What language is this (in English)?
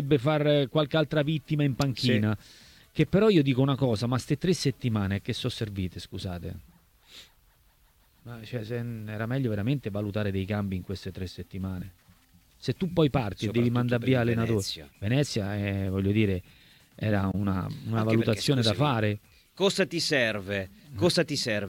Italian